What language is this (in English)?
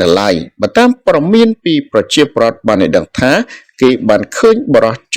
Khmer